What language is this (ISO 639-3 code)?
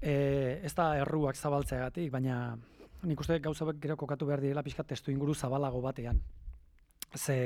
eus